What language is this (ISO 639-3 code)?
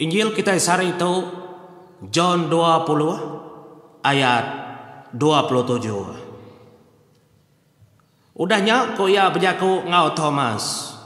iba